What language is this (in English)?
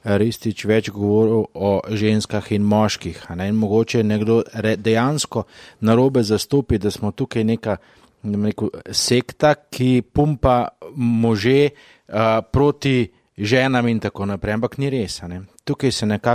Slovenian